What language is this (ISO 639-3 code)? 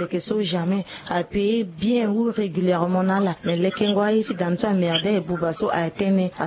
sag